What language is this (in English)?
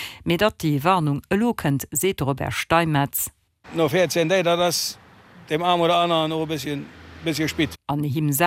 Luxembourgish